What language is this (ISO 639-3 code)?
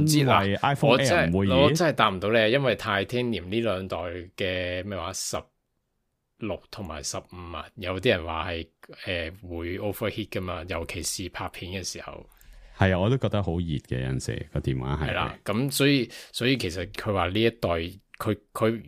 yue